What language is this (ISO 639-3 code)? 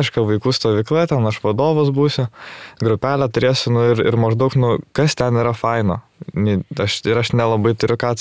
lit